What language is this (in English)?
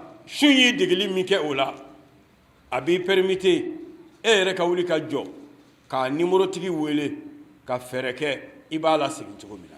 Bambara